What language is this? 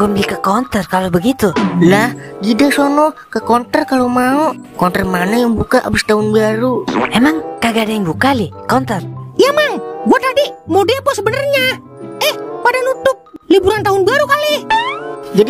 Betawi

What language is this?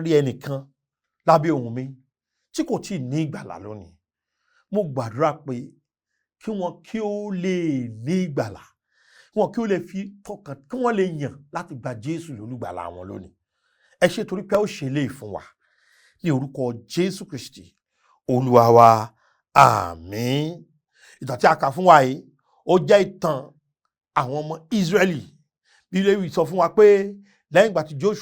Yoruba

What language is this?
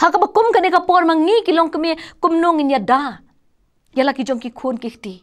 Khasi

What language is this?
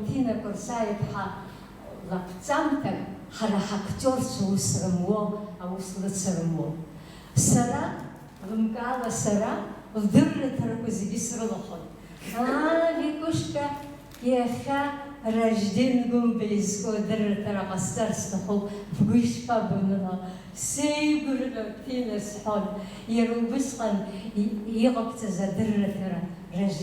Abkhazian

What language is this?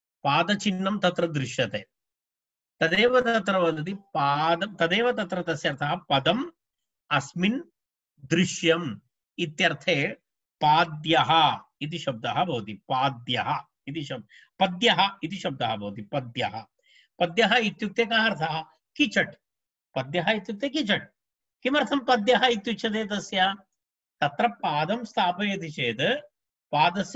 Sanskrit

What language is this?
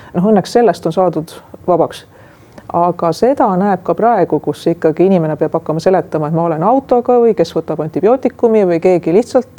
Estonian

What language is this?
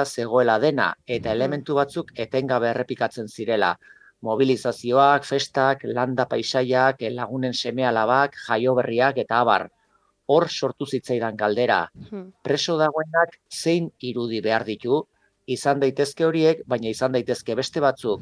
Basque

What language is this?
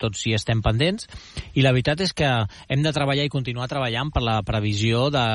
Catalan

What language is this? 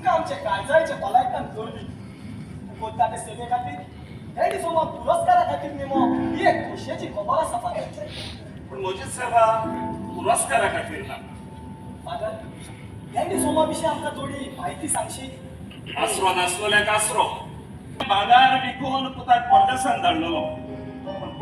Konkani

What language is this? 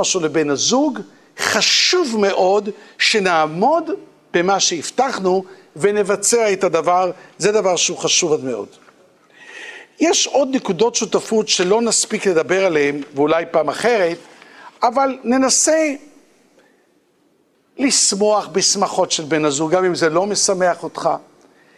Hebrew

